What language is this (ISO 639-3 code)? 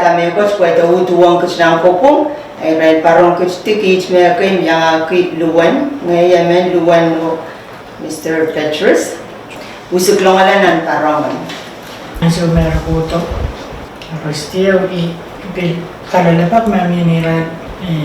pon